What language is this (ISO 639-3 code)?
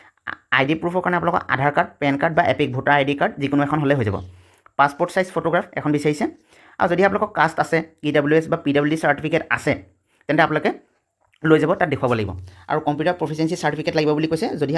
asm